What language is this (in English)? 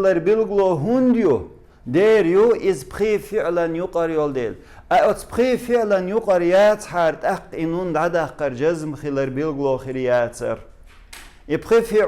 Chechen